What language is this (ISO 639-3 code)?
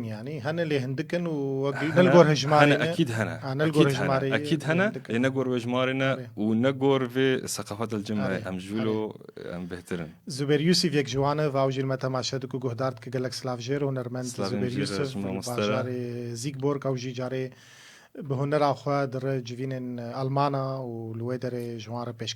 kur